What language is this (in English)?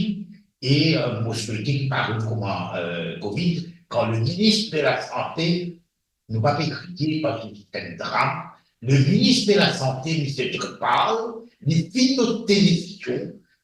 Morisyen